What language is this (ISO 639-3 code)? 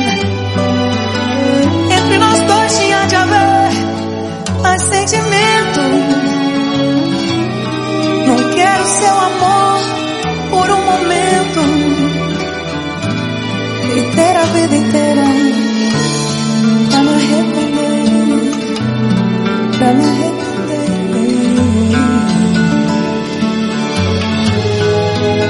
por